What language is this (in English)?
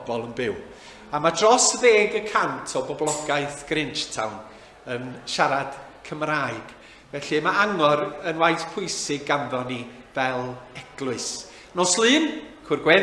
Welsh